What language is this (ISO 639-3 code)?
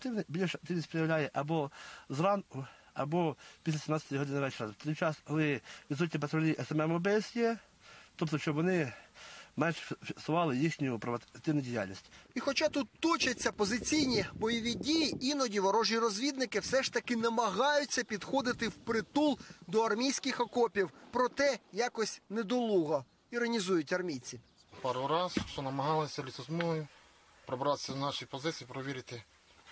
ukr